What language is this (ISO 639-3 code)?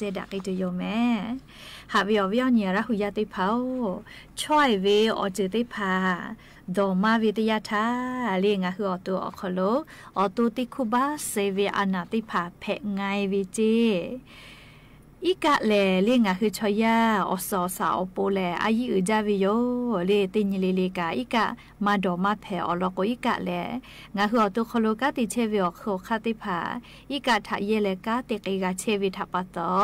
lhu